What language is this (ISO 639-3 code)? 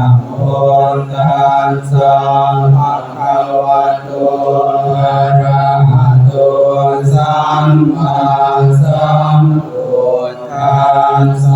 pli